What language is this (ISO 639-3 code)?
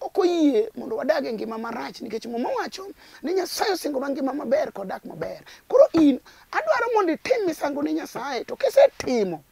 luo